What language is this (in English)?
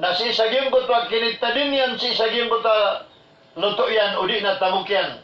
Maranao